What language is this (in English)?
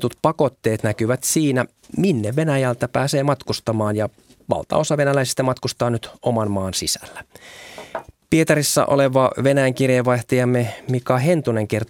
Finnish